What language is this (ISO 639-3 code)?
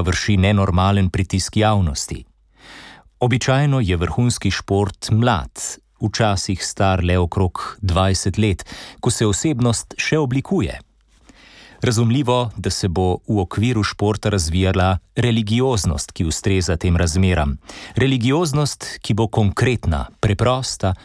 slv